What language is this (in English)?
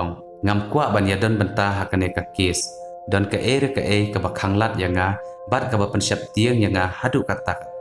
Khasi